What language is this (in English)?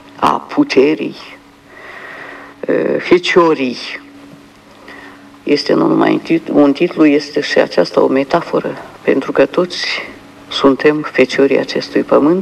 Romanian